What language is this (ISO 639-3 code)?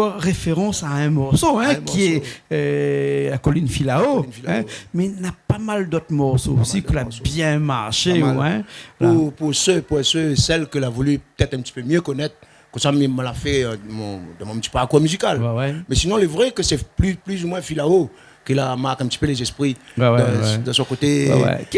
rcf